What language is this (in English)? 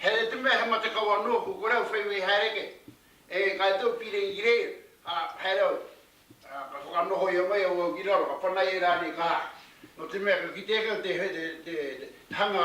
Māori